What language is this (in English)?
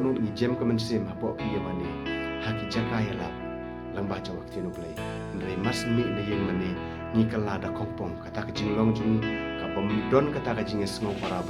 Khasi